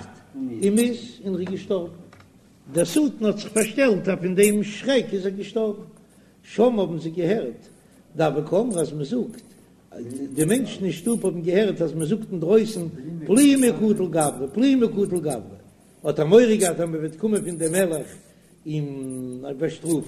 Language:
Yiddish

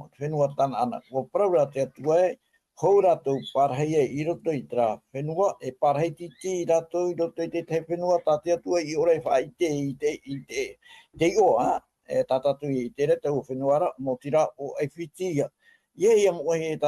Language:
Tahitian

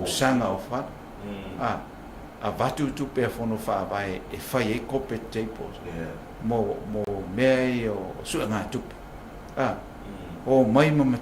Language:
Samoan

